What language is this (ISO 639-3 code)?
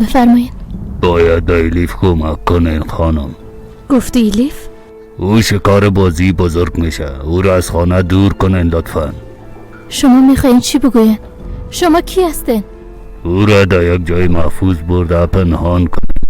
fas